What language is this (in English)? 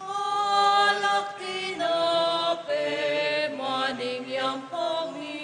Pampanga